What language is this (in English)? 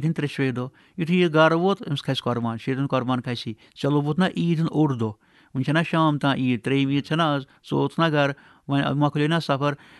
Kashmiri